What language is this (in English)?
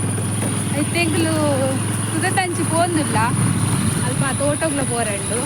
Tulu